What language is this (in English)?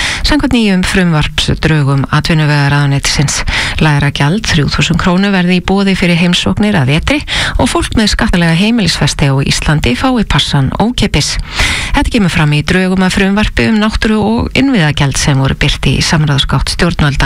Icelandic